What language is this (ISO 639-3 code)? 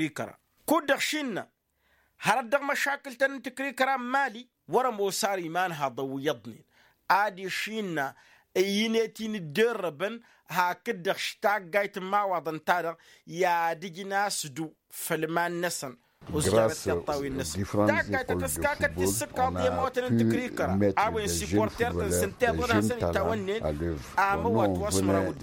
taq